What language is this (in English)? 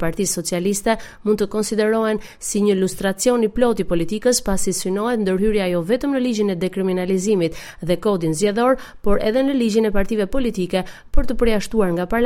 Albanian